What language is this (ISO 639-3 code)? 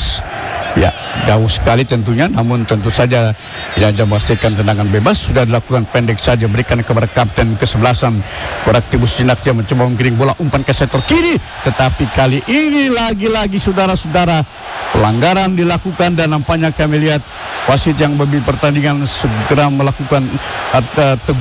ind